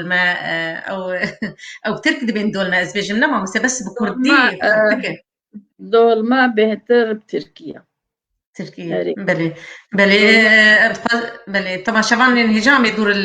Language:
Kurdish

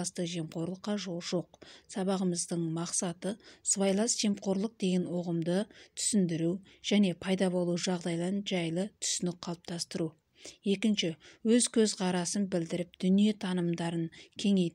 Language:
Kazakh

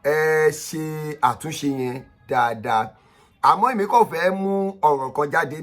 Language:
Yoruba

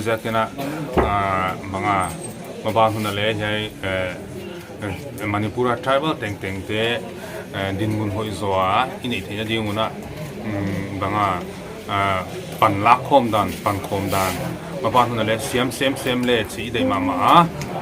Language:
Paite Chin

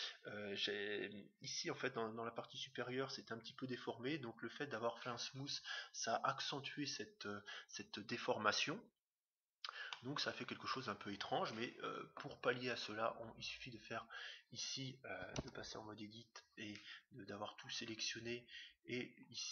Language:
French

